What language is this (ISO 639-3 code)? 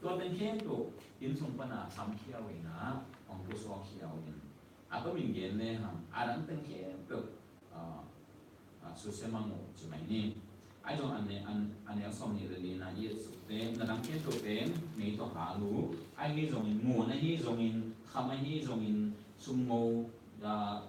ctd